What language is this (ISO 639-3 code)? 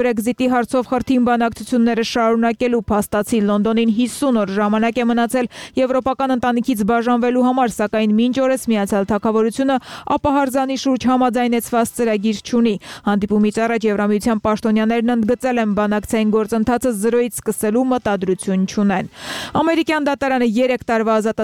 hye